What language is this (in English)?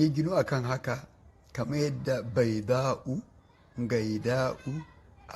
Hausa